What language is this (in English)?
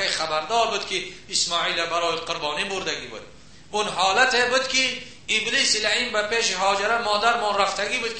Tajik